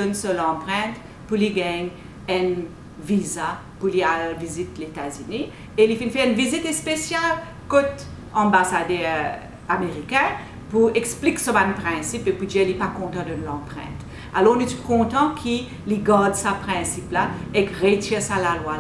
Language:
Morisyen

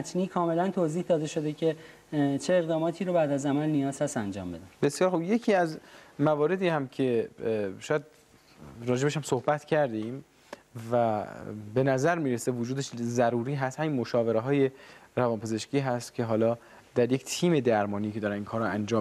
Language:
Persian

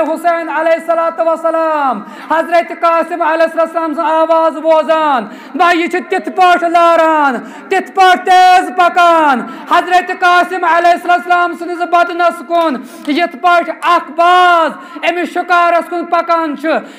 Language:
Kashmiri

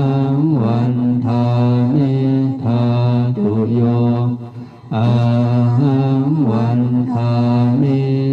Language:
Pali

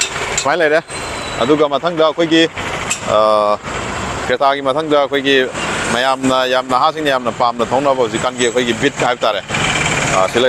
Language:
Manipuri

